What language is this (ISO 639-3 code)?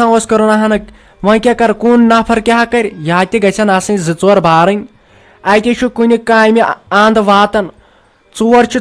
kas